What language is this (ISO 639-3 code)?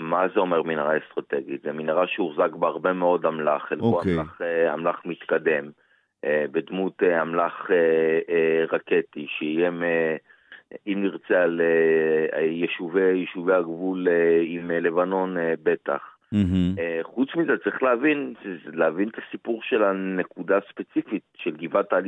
heb